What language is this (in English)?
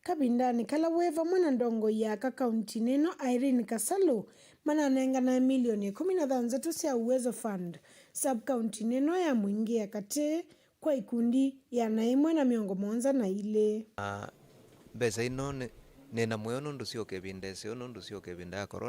Kamba